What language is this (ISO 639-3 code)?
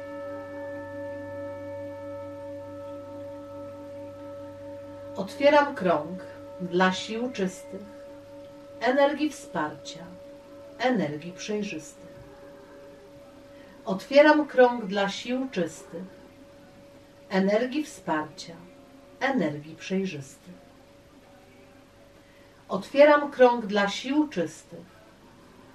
pol